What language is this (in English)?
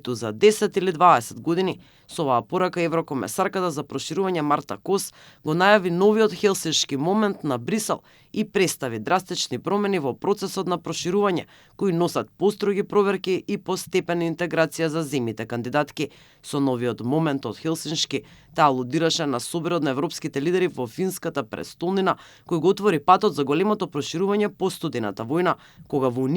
Macedonian